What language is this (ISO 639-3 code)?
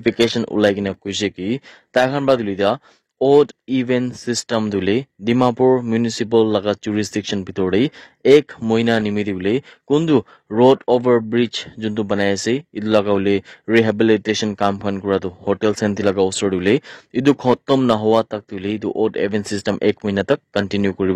nag